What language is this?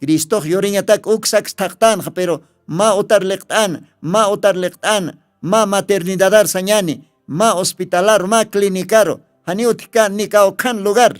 Aymara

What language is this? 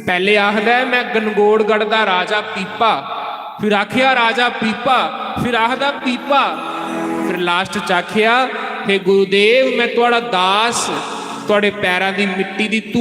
Dogri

